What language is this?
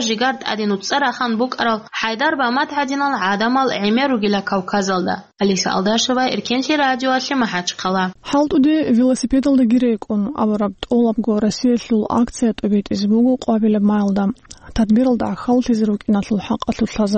Avaric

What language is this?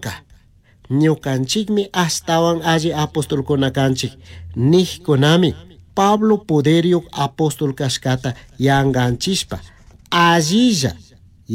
Chimborazo Highland Quichua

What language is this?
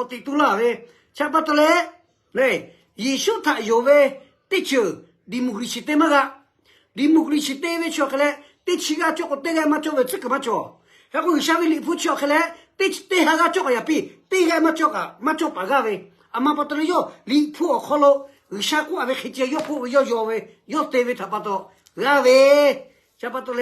Lahu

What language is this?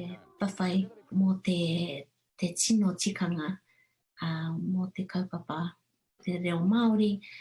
Māori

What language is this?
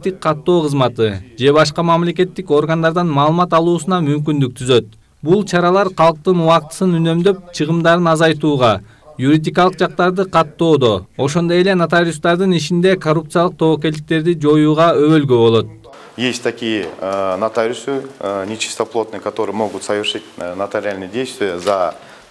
Kyrgyz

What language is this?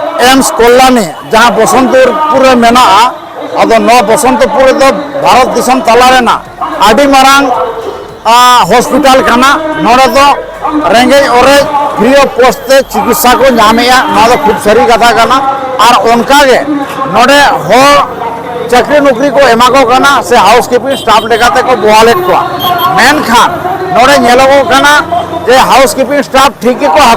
Santali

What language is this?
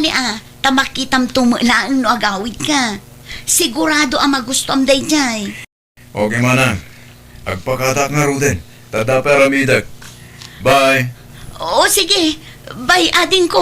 Iloko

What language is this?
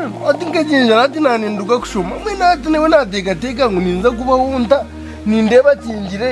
Nyankole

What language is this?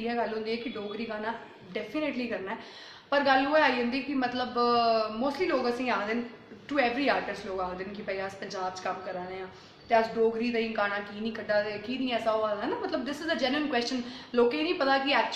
Dogri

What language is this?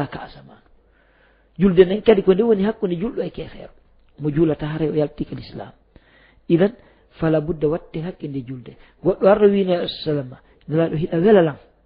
Fula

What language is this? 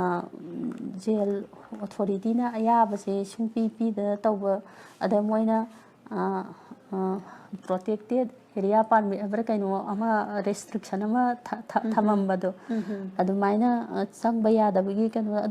Manipuri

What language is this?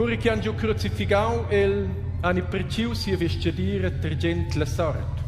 Romansh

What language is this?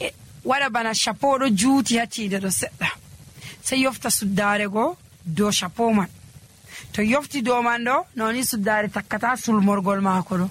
Nigerian Fulfulde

